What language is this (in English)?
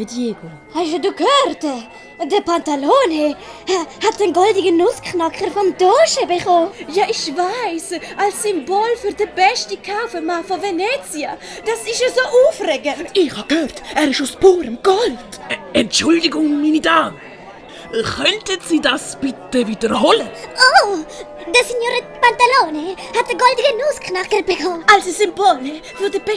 Swiss German